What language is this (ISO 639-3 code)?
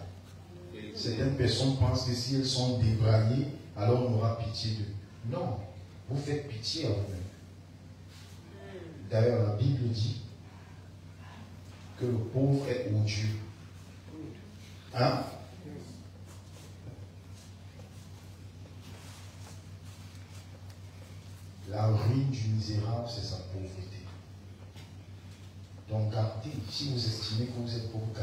fra